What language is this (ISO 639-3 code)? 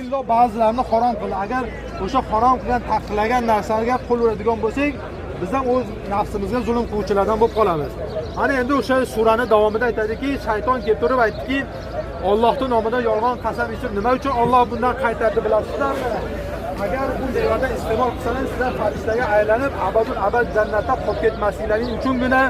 uzb